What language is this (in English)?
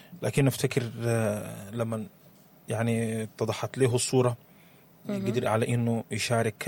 Sudanese Arabic